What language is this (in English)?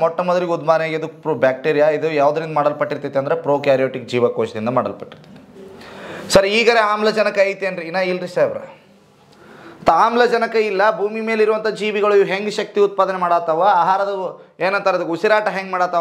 Kannada